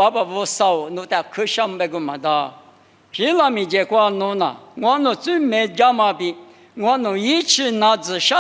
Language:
Lisu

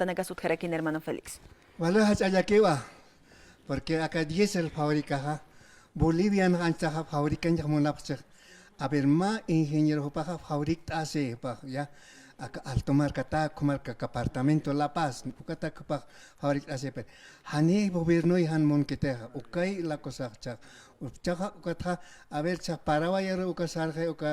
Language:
Aymara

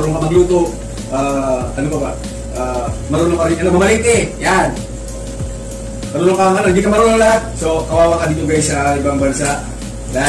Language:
Filipino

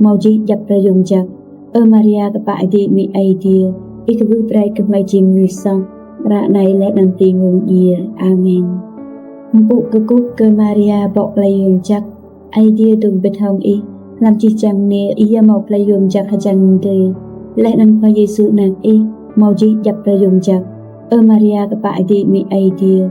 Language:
Rade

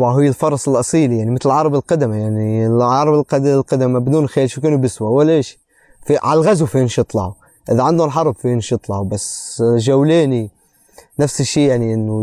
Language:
North Levantine Arabic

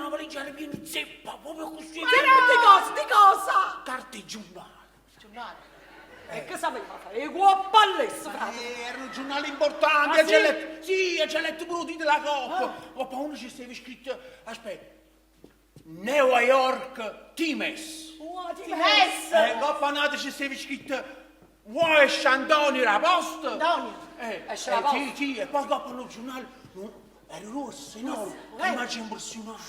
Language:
Neapolitan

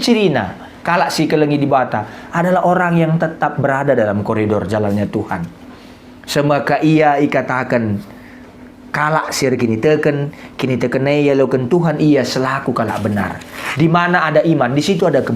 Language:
Batak Karo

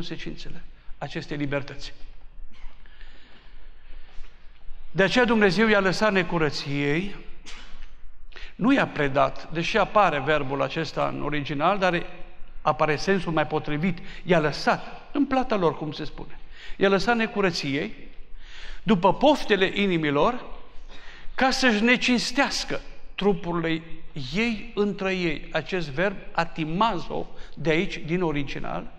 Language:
Romanian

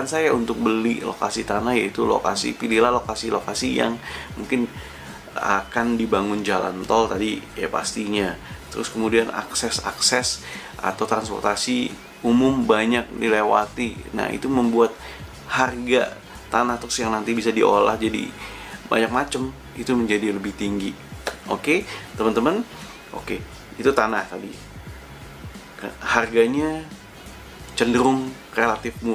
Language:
Indonesian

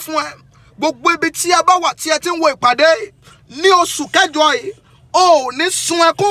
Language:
Yoruba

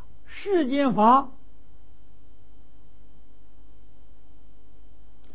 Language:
Chinese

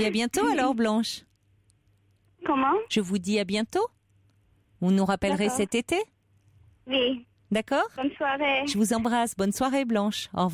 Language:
French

